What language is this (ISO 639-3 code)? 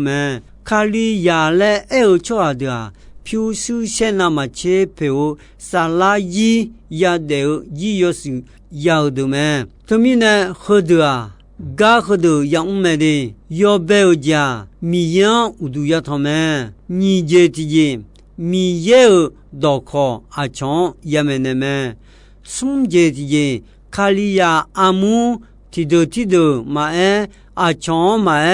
ahk